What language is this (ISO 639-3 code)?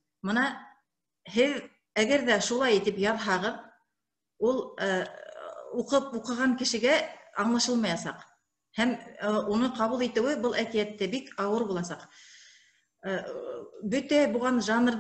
bak